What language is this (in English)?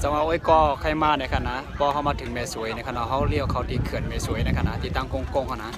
Shan